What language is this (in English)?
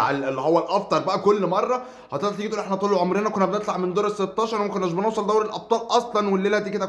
Egyptian Arabic